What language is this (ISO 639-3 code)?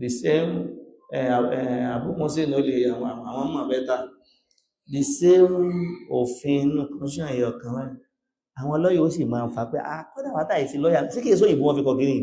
yor